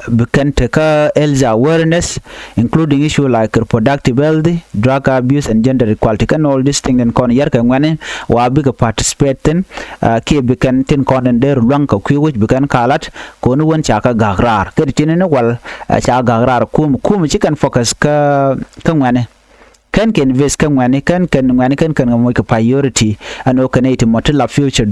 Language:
Nuer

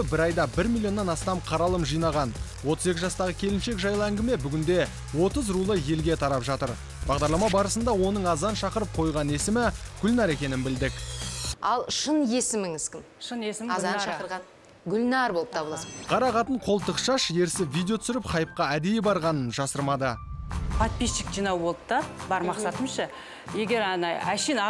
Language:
Kazakh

